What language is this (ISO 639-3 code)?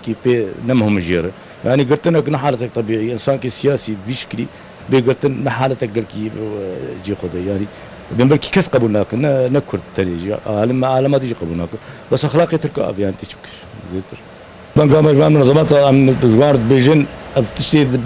kur